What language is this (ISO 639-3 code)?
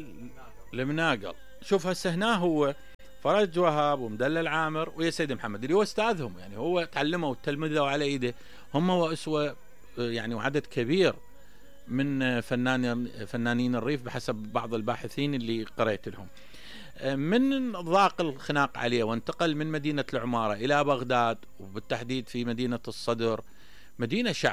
acm